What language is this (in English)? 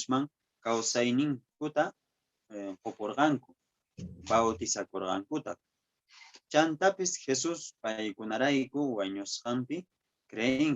Quechua